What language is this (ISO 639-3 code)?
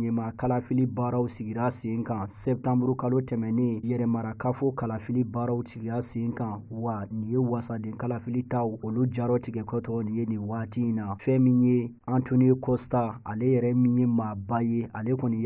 bam